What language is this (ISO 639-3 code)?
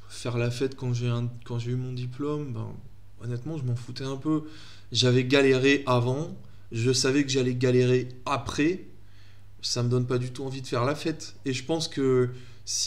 fra